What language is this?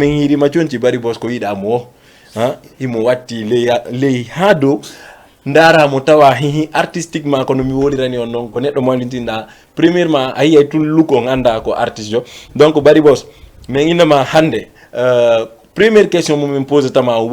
Fula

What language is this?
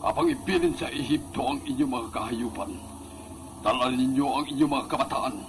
Hiligaynon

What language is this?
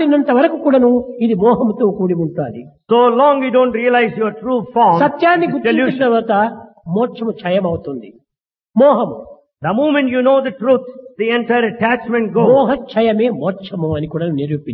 Telugu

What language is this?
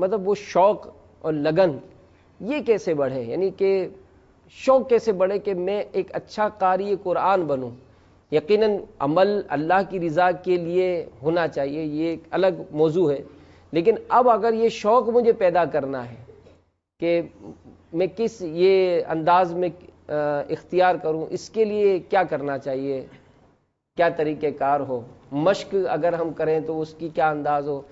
Urdu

